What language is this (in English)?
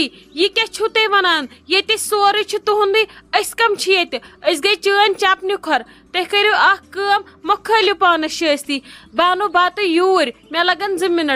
Kashmiri